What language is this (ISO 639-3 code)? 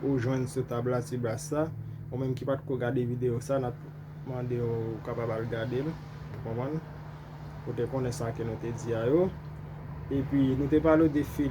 hat